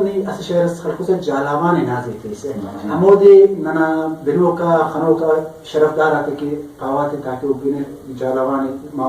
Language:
Brahui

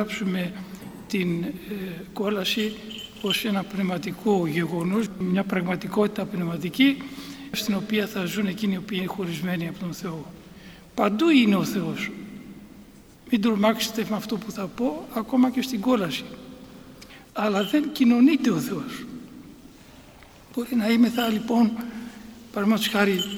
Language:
Greek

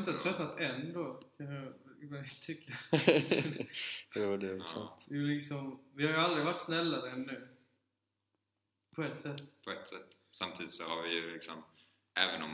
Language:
Swedish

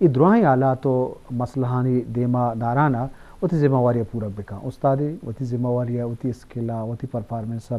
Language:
Eastern Balochi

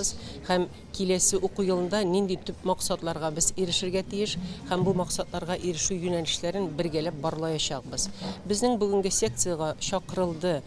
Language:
Tatar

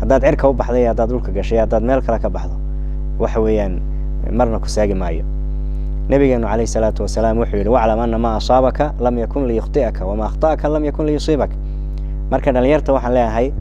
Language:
Somali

